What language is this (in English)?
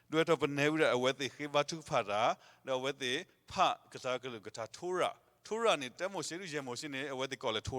S'gaw Karen